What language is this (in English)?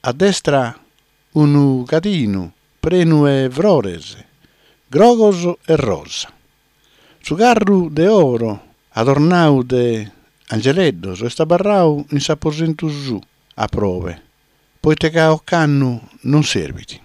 Sardinian